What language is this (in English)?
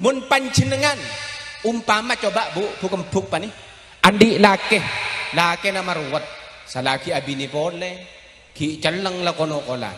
Madurese